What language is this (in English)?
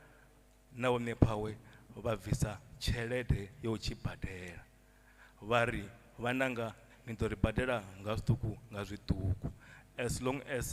Venda